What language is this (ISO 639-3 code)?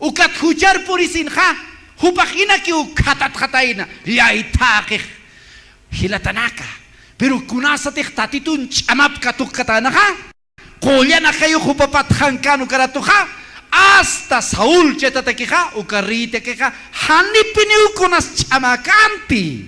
aym